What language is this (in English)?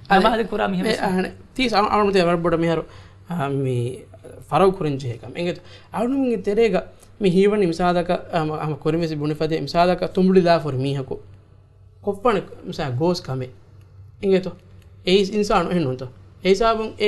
Divehi